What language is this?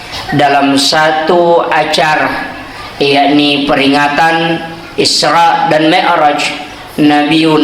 Buginese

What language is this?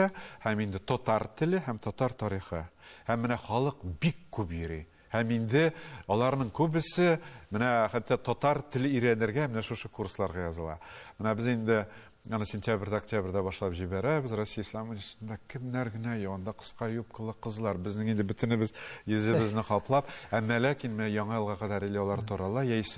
Tatar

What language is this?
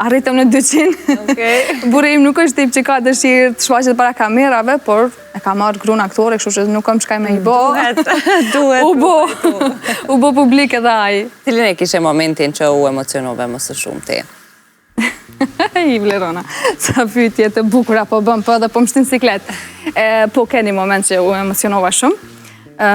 Albanian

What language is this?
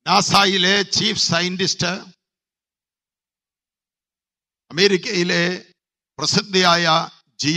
Malayalam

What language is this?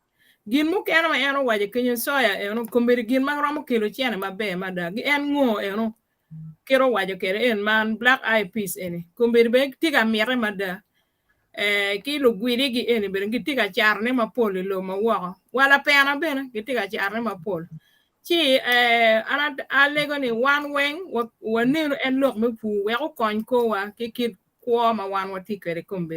Acoli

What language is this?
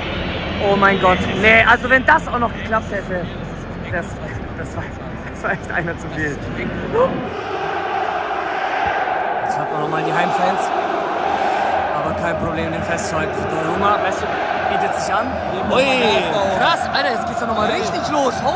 German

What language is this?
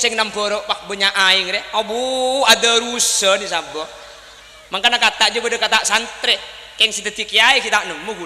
Madurese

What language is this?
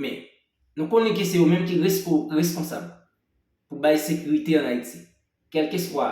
Haitian Creole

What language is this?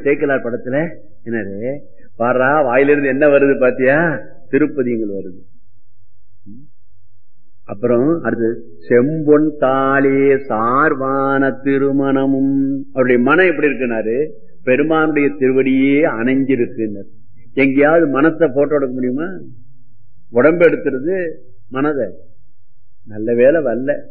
Tamil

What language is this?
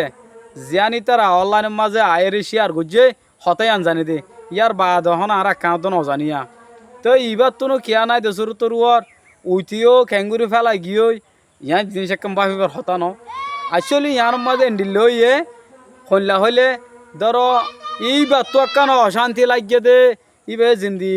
Rohingya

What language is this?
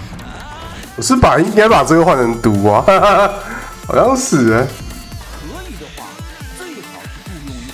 Chinese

